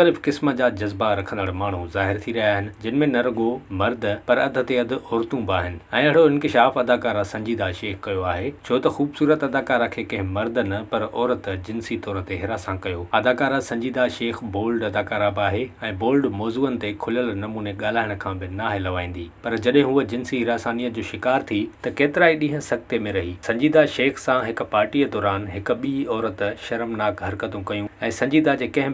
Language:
Sindhi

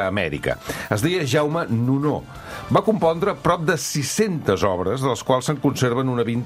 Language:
Catalan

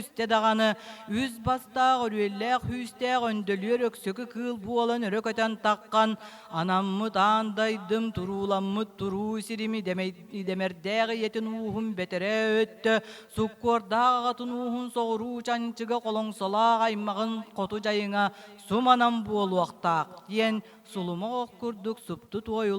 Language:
Yakut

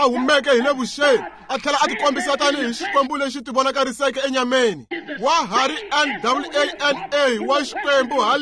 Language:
Tsonga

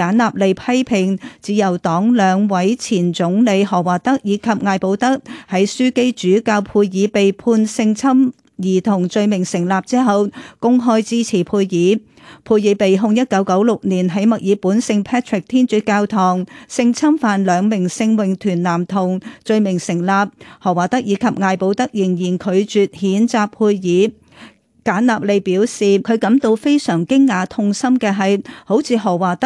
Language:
Cantonese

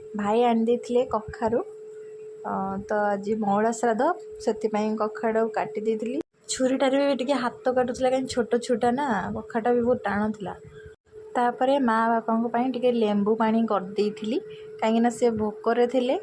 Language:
Odia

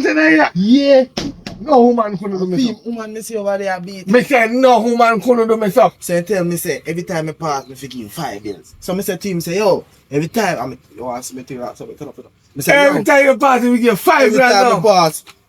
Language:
Jamaican Creole English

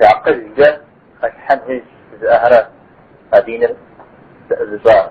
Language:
Kabardian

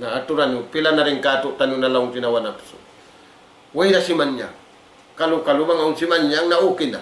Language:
Tausug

